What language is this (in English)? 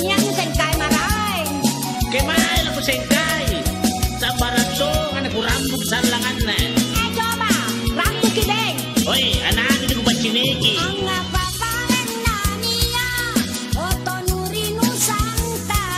Makasar